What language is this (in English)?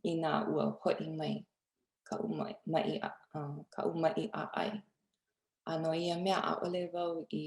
Hawaiian